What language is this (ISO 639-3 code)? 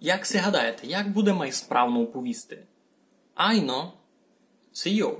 rue